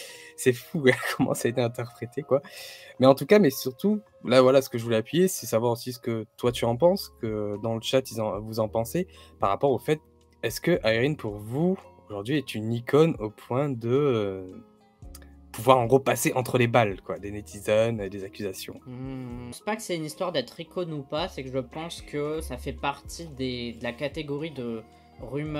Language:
French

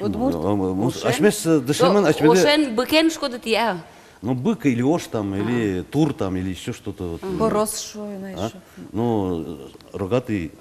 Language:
Udmurt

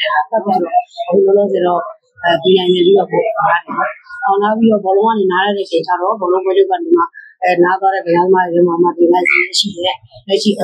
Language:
Burmese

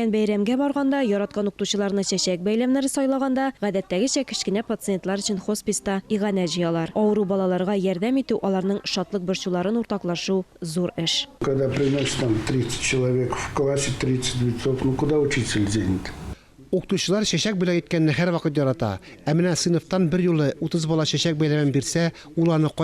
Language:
Tatar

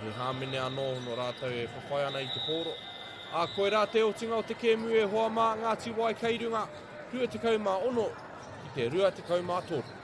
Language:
Māori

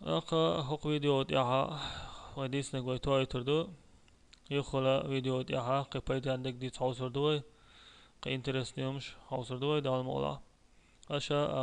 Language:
Chechen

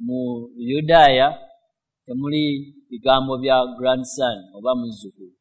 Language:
Ganda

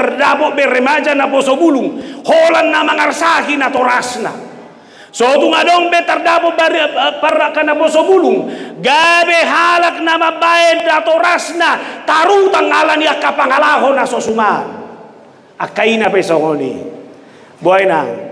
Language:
Batak Toba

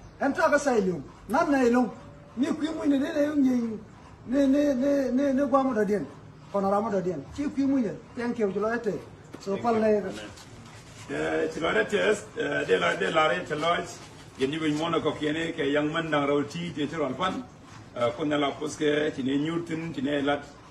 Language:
Nuer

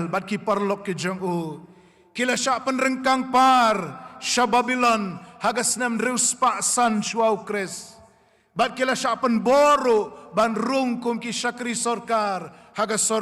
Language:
Khasi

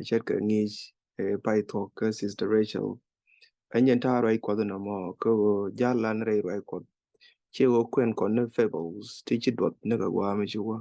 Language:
Nuer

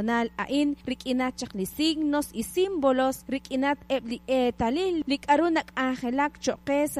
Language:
Kekchí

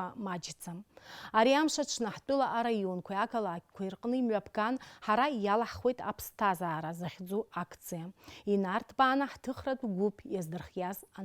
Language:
Abkhazian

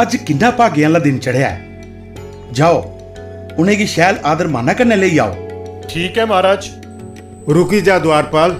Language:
Dogri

